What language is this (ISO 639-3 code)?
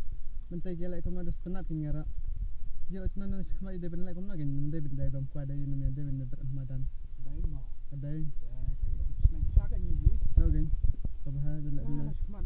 kha